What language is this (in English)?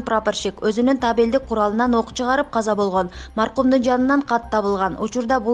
Kyrgyz